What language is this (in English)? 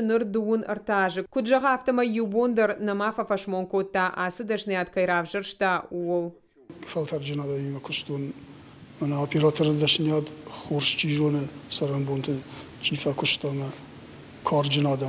Ossetic